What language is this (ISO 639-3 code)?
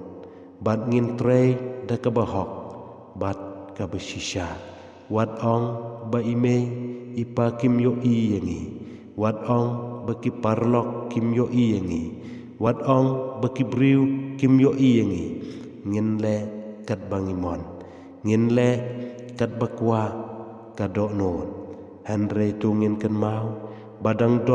kha